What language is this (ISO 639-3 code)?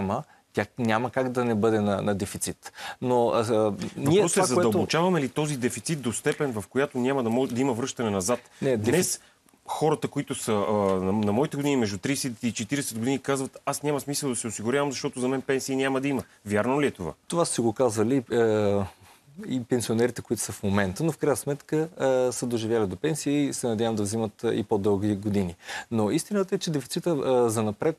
bul